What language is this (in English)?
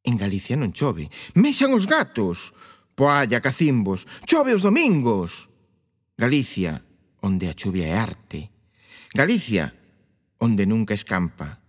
Galician